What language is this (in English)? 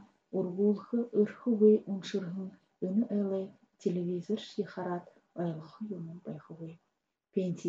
Buriat